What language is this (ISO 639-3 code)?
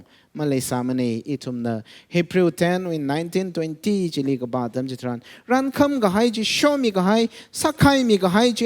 nmf